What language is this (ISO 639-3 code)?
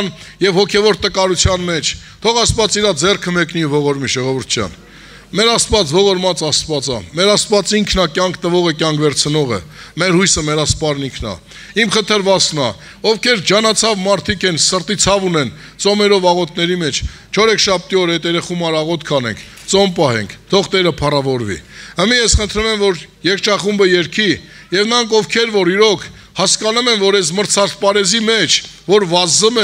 hye